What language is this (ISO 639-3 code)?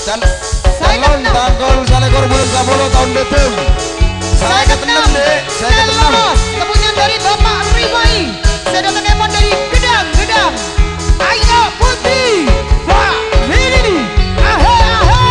mad